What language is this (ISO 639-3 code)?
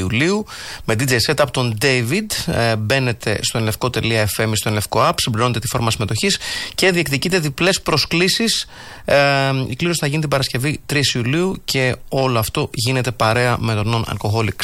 ell